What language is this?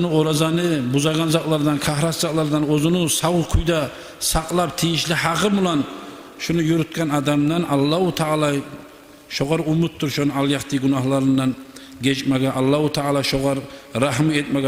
Kumyk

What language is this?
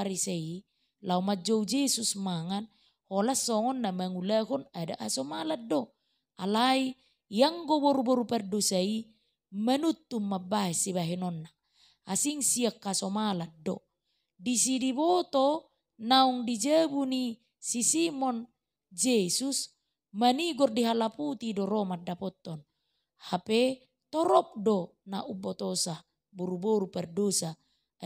Batak Toba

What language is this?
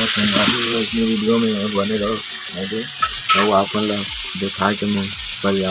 Chhattisgarhi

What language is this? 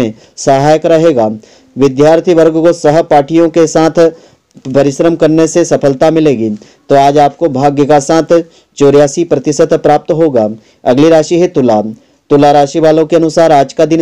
Hindi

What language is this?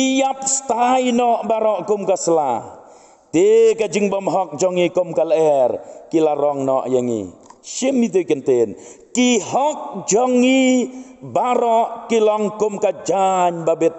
Khasi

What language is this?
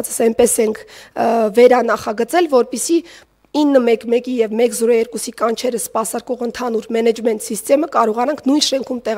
Armenian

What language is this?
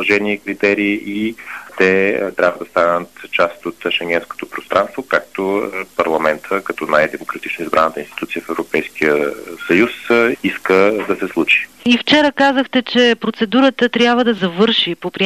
Bulgarian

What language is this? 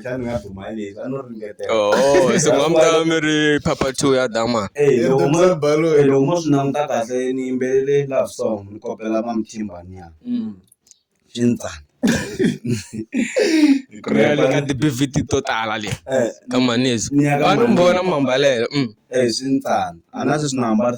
Tsonga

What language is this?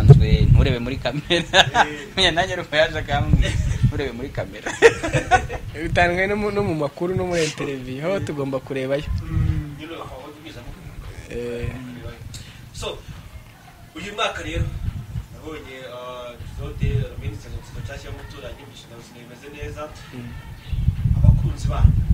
Kinyarwanda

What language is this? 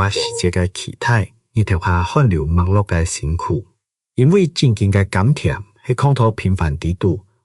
Hakka Chinese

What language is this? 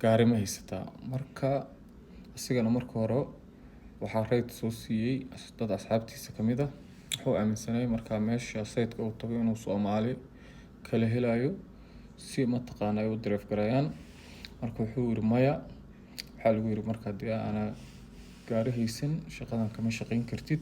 Somali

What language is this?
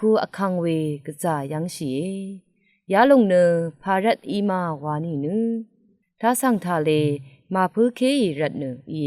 Rawang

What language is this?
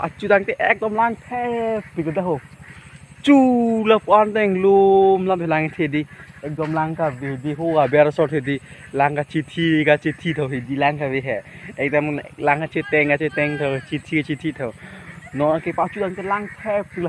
Karbi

